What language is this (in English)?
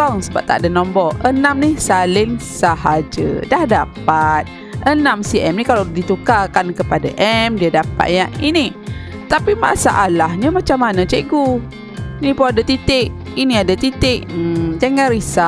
Malay